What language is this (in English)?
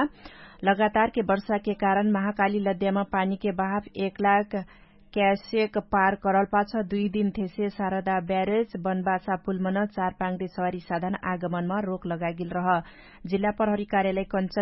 Dangaura Tharu